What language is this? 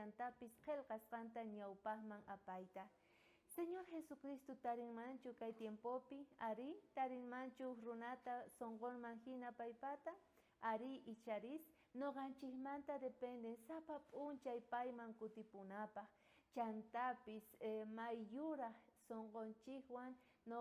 South Bolivian Quechua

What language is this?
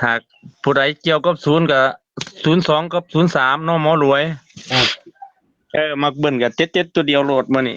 Northeastern Thai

